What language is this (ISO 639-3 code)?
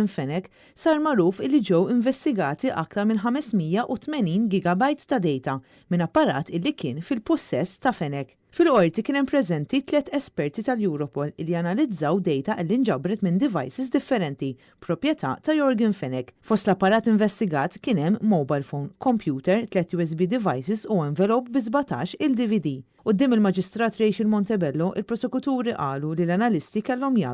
mlt